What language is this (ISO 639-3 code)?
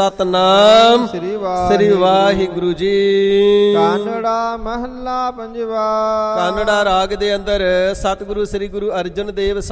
pan